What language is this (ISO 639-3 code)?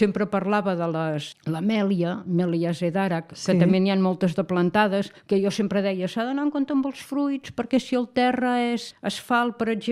cat